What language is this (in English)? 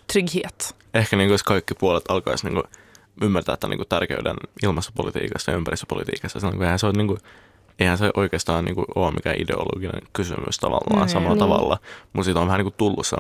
Finnish